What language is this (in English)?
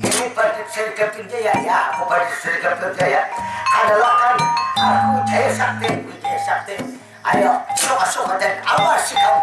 Banjar